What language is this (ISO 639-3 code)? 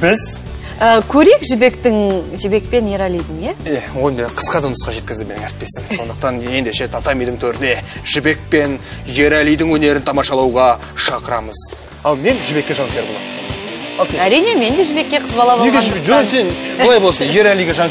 kaz